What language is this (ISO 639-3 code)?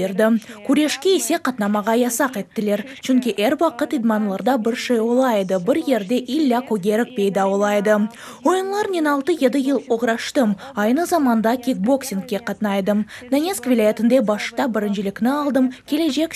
crh